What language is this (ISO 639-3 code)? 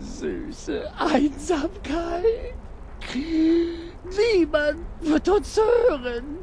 bar